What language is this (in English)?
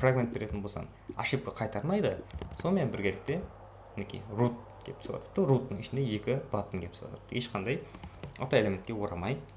Kara-Kalpak